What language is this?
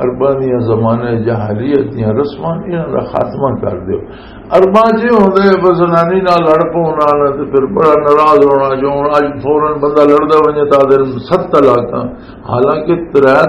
Western Panjabi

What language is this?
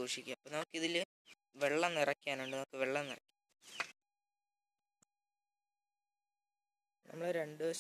Malayalam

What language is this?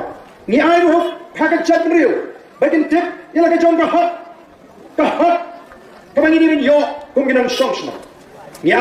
Khasi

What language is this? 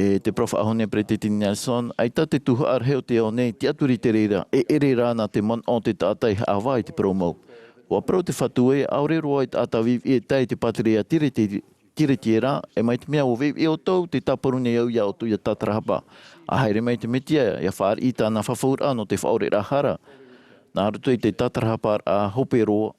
Tahitian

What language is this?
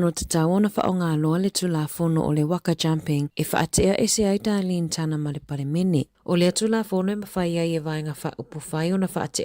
Samoan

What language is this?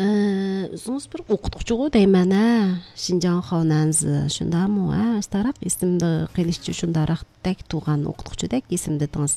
Uyghur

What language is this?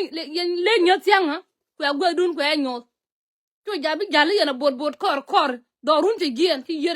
Nuer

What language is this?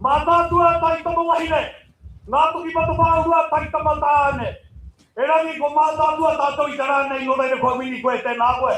Māori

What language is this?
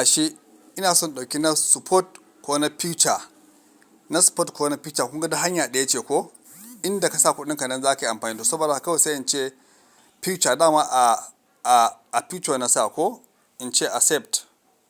Hausa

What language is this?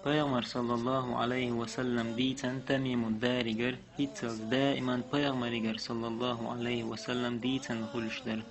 Chechen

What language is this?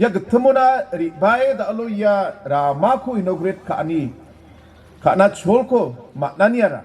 Garo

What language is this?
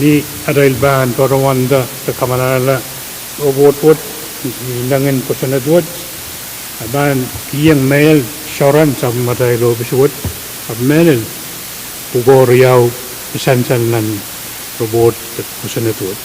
Pohnpeian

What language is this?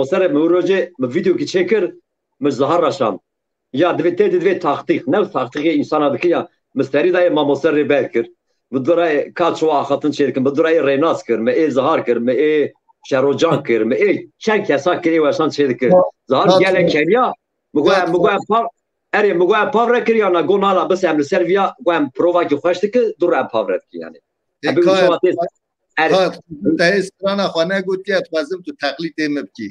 Kurdish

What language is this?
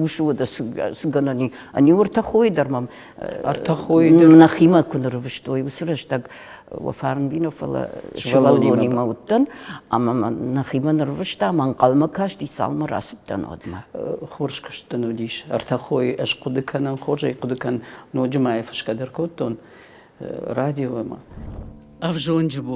Ossetic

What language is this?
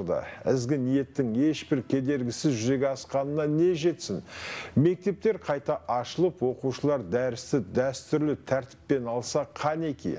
Kazakh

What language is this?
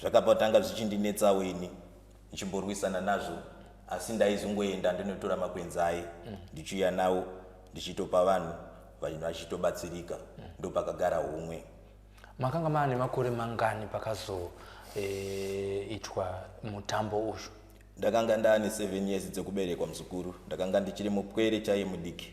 Shona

